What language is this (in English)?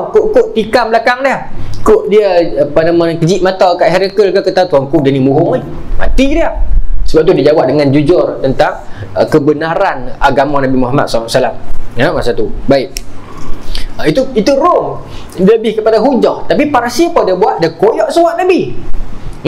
Malay